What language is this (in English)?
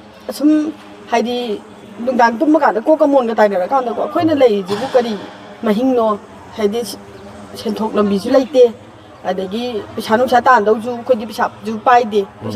Manipuri